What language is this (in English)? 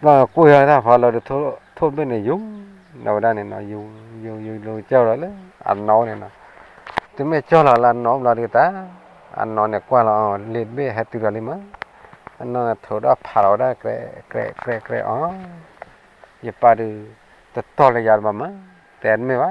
S'gaw Karen